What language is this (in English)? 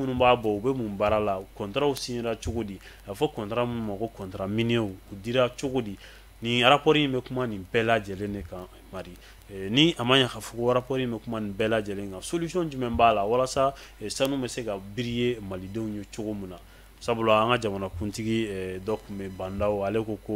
Bambara